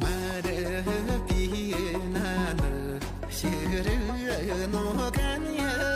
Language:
Tibetan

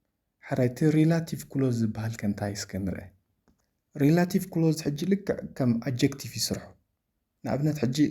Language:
Tigrinya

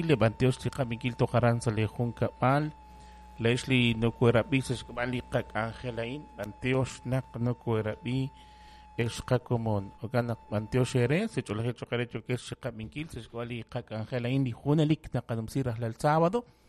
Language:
Kekchí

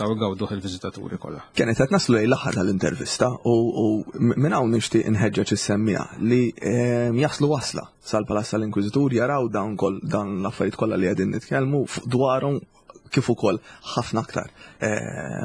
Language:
Maltese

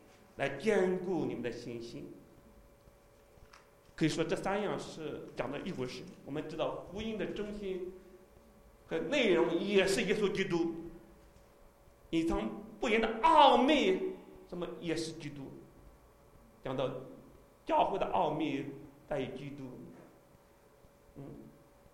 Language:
Chinese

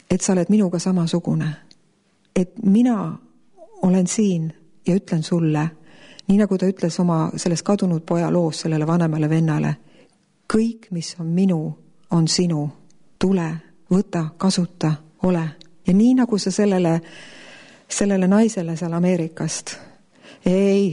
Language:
Estonian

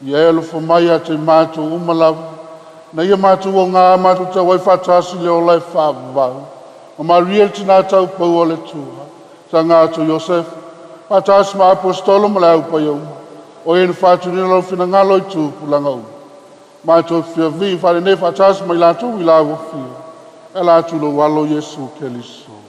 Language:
Samoan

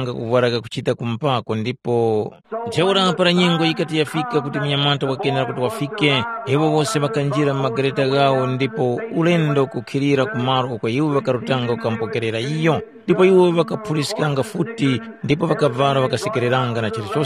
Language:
Tumbuka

